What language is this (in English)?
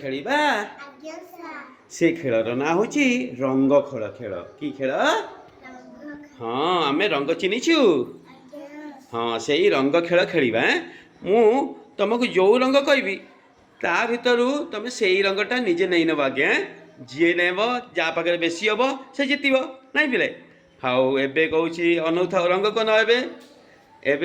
Odia